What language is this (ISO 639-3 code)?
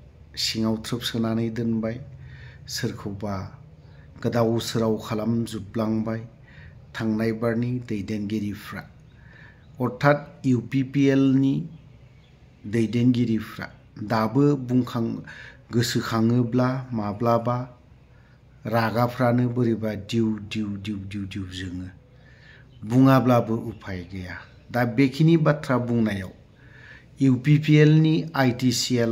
brx